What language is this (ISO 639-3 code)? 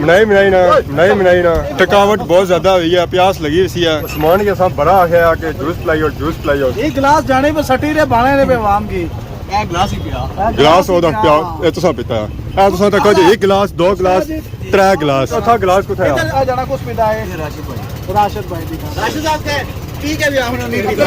phr